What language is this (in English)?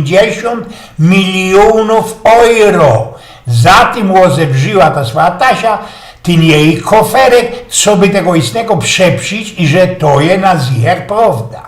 Silesian